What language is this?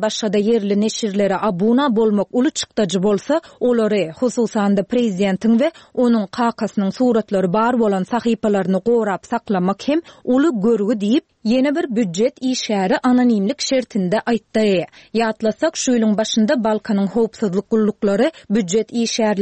Turkmen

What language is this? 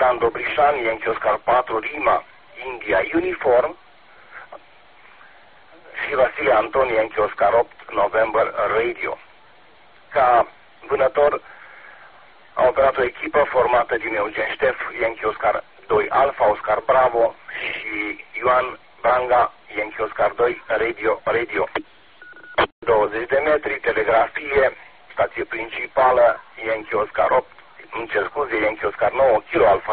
Romanian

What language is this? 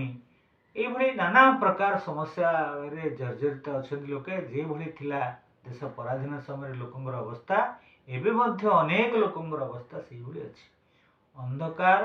Odia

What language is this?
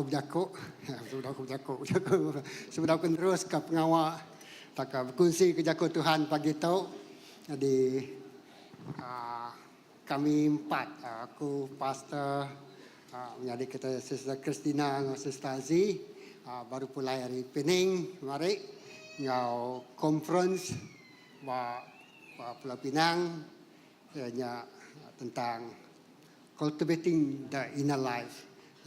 Iban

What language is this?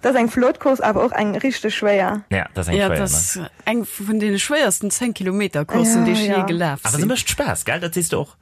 Luxembourgish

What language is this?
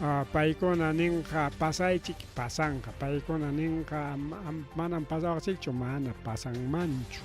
Ayacucho Quechua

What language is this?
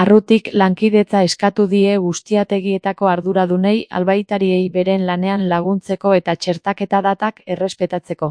Basque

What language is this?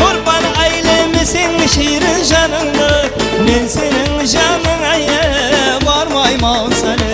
Kara-Kalpak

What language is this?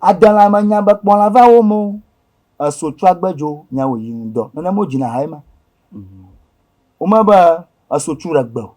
Ewe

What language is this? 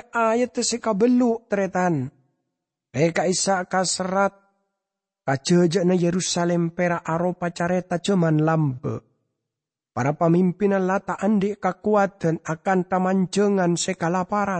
Madurese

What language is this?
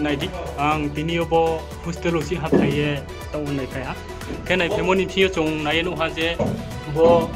Riang (India)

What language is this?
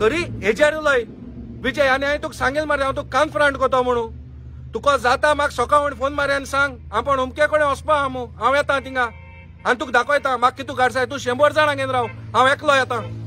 Konkani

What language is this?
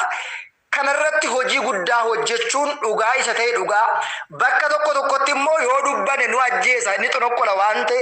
Oromo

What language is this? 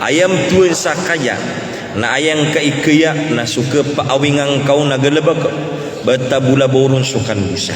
Maranao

